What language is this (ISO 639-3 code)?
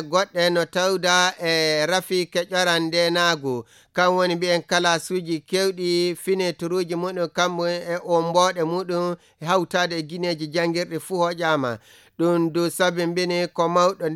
ful